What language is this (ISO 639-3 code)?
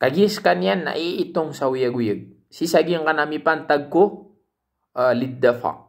mrw